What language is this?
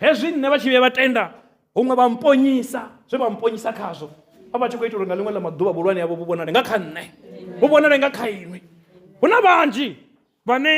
Venda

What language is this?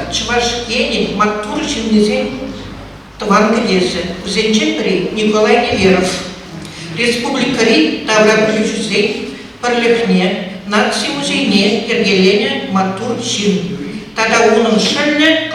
Chuvash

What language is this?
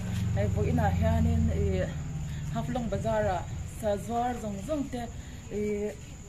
Hmar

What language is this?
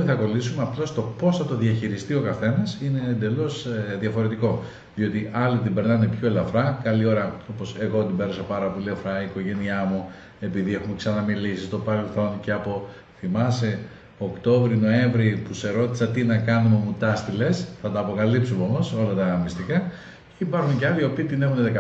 Greek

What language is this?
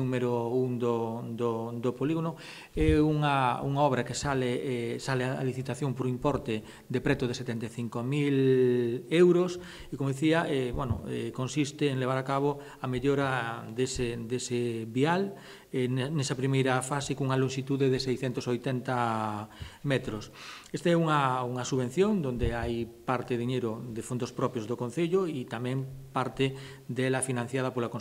Galician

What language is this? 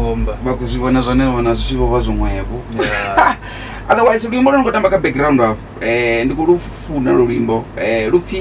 Venda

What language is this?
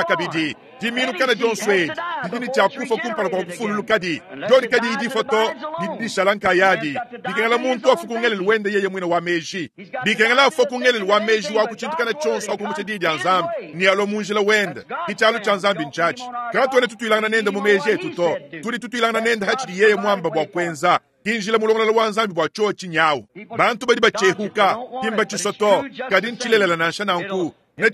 Luba-Lulua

